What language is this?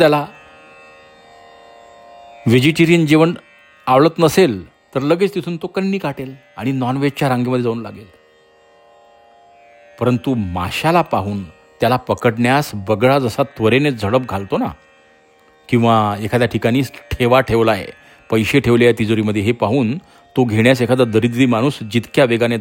Marathi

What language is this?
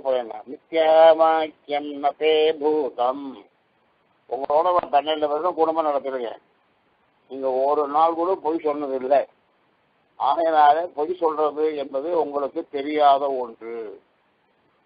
Tamil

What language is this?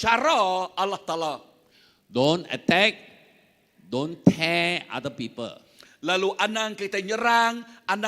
Iban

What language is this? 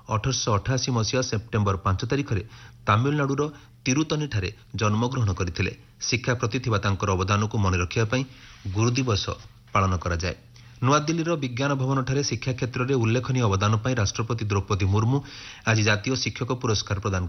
Odia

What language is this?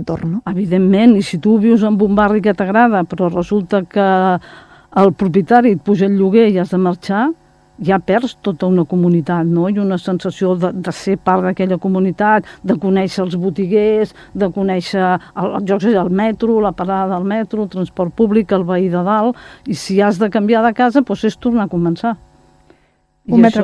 Catalan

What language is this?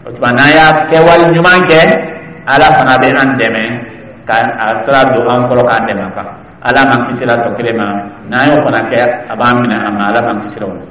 Dyula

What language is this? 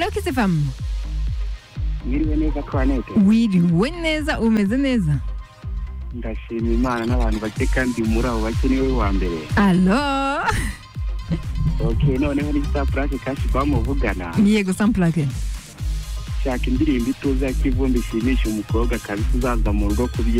Kinyarwanda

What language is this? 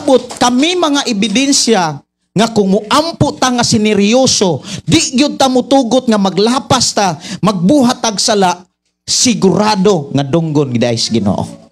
Cebuano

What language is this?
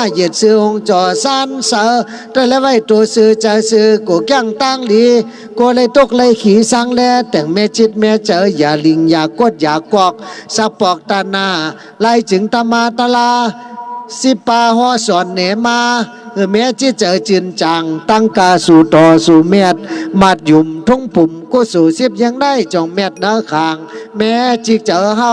Shan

